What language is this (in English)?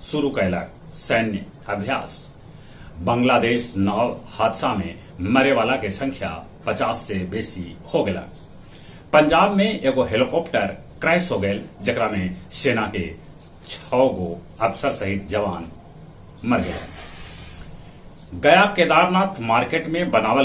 Magahi